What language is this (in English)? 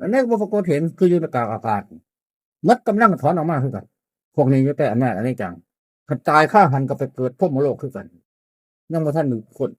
Northeastern Thai